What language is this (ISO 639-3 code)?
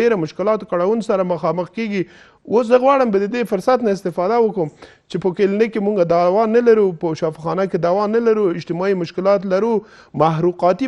pus